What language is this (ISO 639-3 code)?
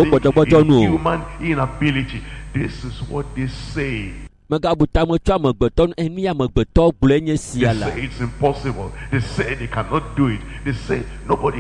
ewe